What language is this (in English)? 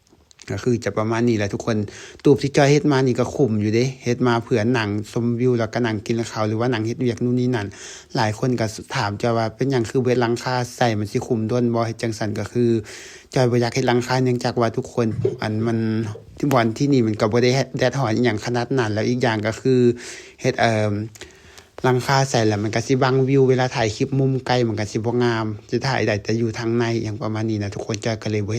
Lao